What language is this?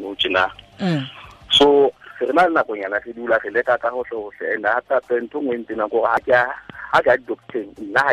Tswana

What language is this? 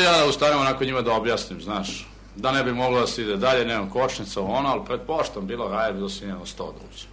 Serbian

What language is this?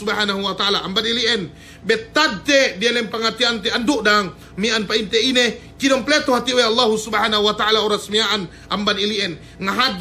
Yakan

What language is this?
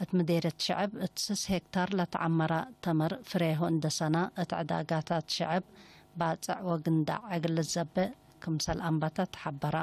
Tigre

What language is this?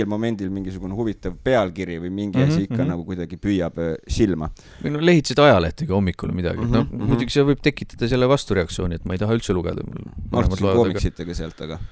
Estonian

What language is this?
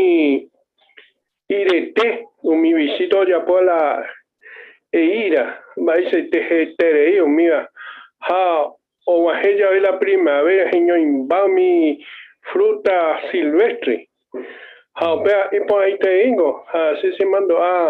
Guarani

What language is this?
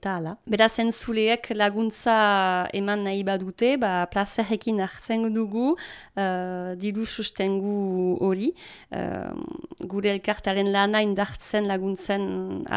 Basque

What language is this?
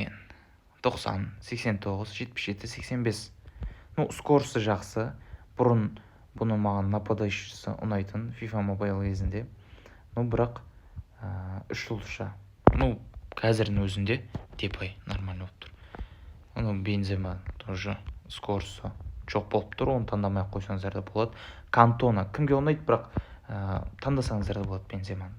Kazakh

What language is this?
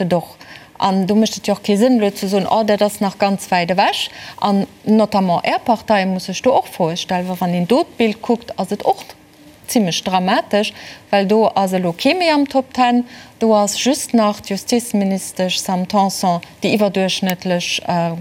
Luxembourgish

